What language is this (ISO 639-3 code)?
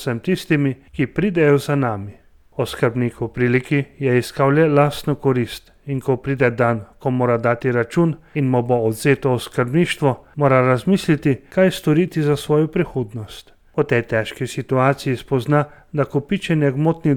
slv